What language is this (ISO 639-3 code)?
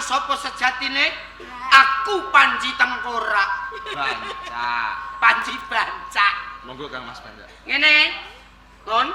jav